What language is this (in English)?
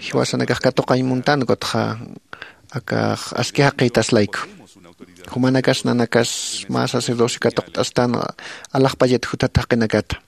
Aymara